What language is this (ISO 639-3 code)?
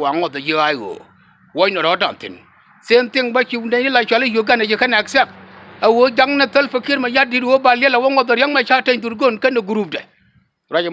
nus